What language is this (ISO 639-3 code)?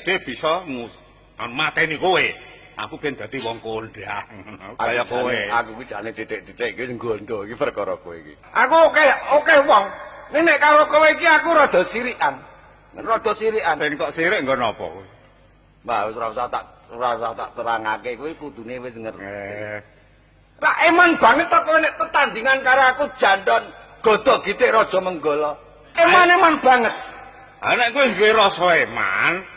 jav